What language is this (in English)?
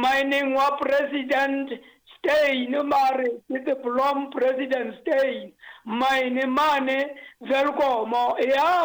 Southern Sotho